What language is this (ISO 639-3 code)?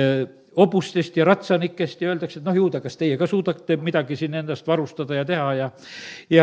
est